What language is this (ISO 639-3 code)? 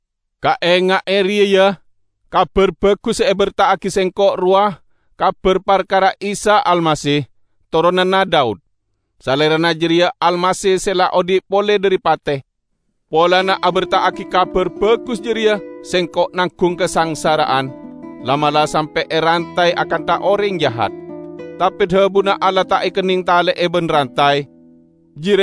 mad